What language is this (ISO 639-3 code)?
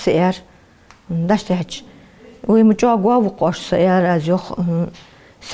inh